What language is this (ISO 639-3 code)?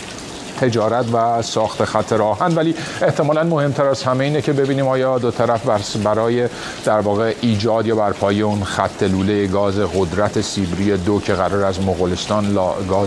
fas